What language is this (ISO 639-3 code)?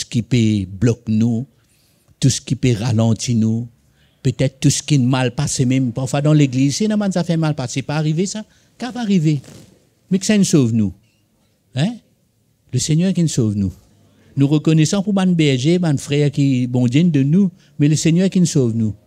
mfe